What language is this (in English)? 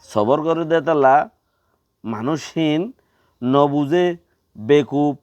Rohingya